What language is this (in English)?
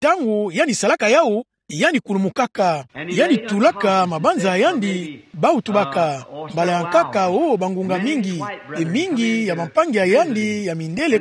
Kituba (Democratic Republic of Congo)